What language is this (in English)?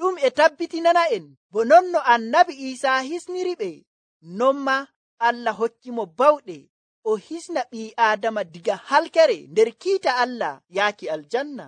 Nigerian Fulfulde